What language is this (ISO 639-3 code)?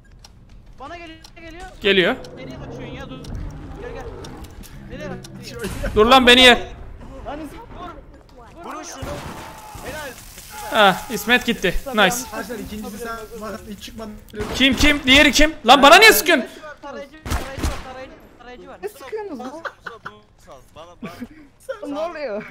tur